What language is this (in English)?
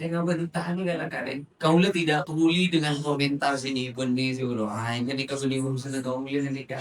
Madurese